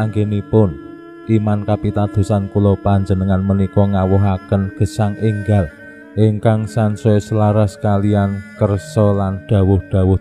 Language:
Javanese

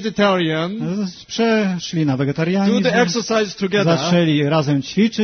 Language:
Polish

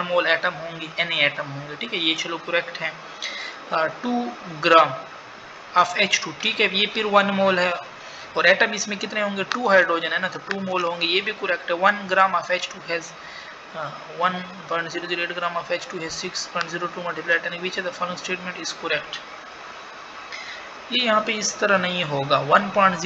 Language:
Hindi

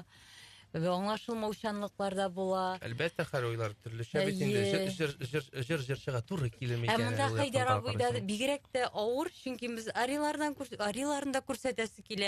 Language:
Tatar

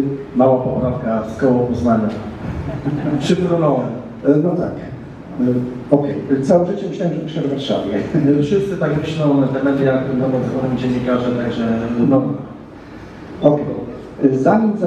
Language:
Polish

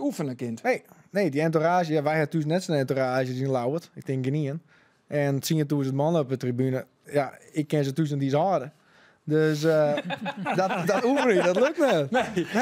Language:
Western Frisian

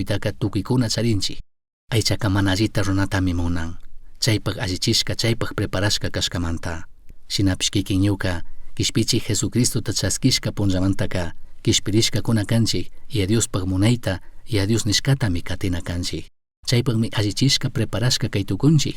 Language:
Chimborazo Highland Quichua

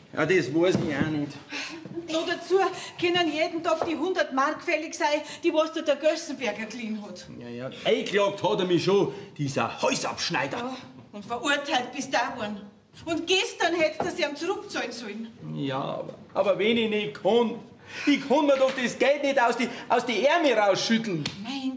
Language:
Bavarian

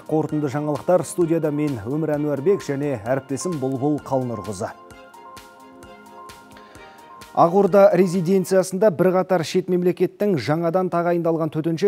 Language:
Kazakh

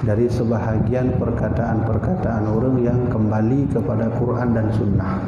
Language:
Achinese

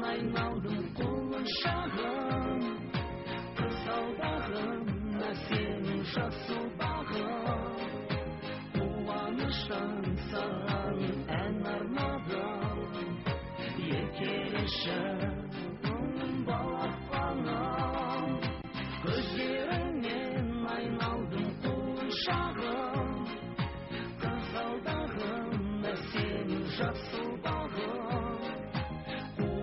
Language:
Kazakh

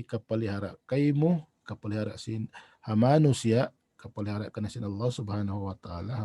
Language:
Tausug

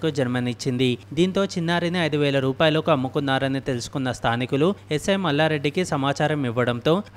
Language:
Telugu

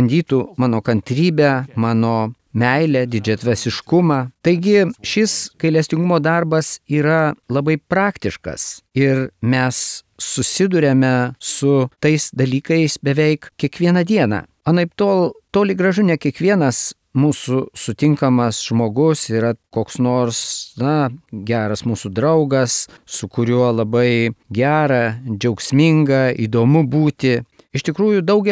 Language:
Lithuanian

